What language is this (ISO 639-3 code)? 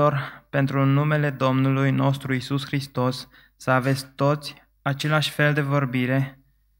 ron